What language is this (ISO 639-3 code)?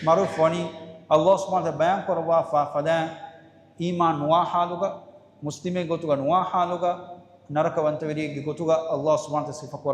div